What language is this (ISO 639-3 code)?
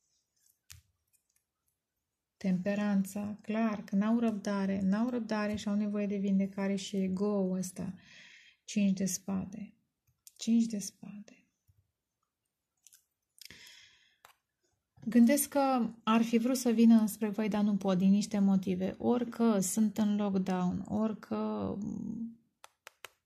ron